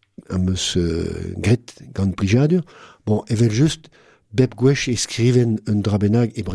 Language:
Breton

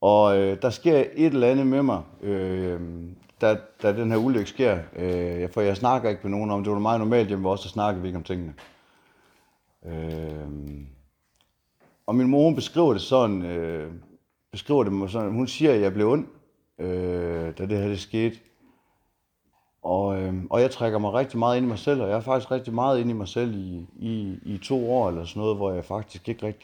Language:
Danish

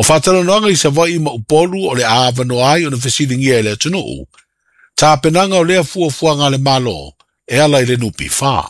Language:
Samoan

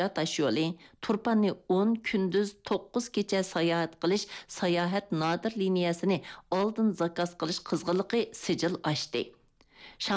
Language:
Uyghur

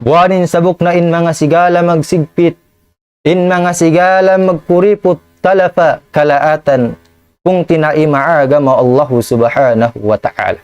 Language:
Tausug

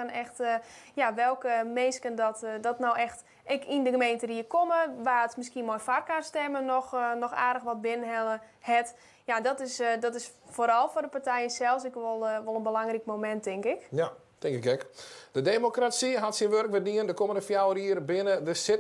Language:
Western Frisian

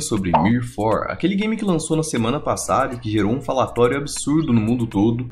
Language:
Portuguese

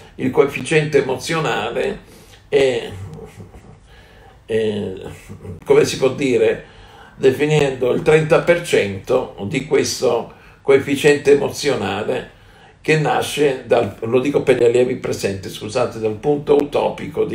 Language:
Italian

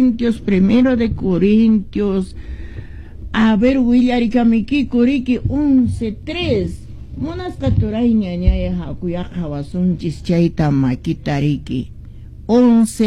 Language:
Quechua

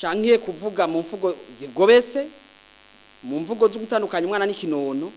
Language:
Rundi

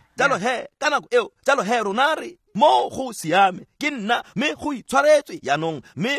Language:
Tswana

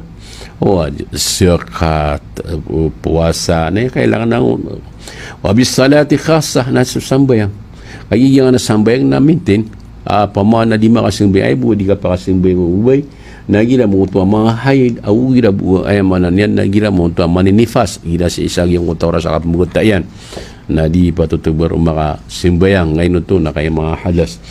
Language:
Maranao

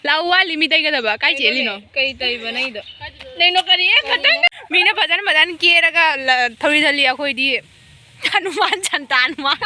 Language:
Manipuri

